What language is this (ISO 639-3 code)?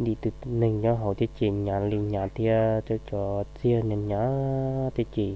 hmn